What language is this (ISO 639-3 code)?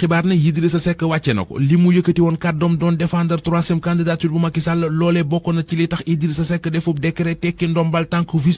wol